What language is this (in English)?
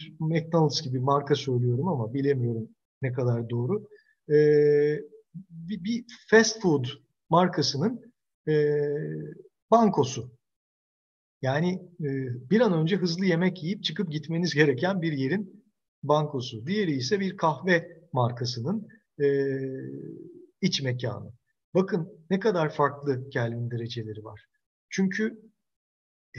Turkish